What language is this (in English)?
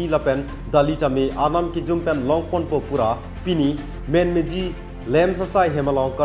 Karbi